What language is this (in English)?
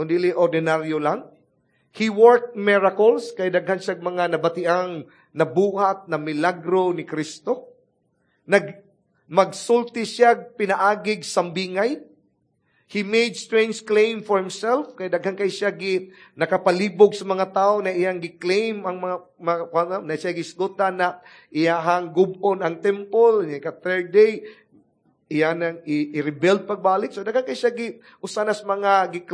Cebuano